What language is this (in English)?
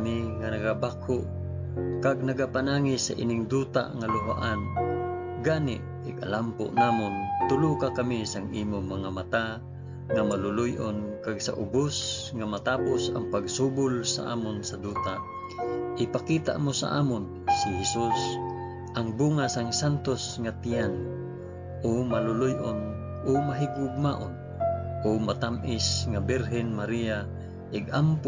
Hiligaynon